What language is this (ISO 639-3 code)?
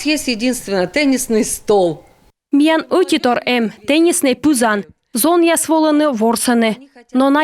kom